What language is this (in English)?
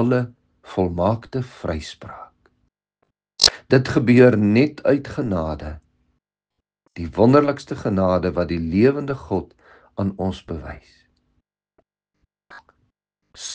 Afrikaans